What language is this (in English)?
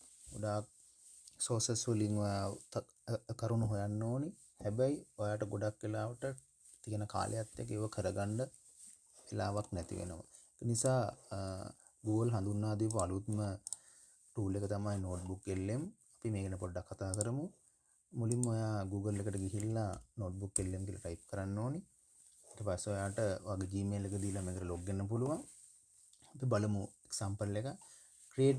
Sinhala